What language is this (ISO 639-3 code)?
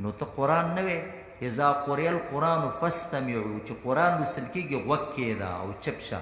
pus